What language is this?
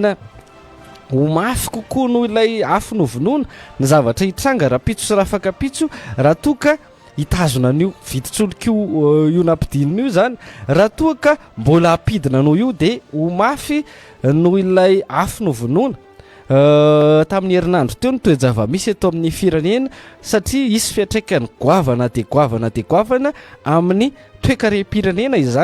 Malagasy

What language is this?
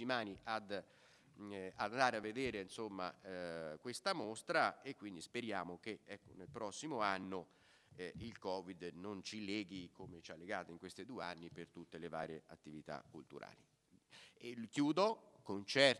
Italian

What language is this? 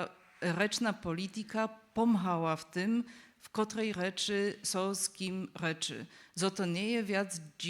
Upper Sorbian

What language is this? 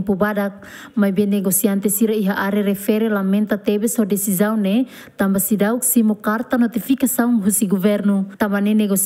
Tetum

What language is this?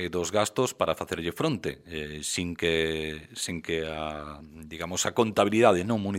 Galician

